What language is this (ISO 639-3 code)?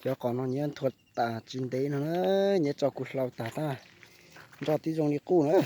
hmn